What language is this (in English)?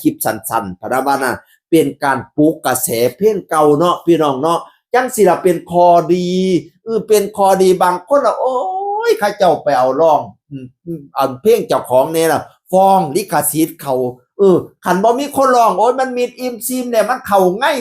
Northeastern Thai